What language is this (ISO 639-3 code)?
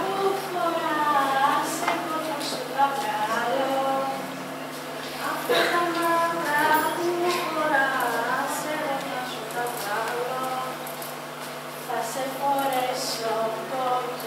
ell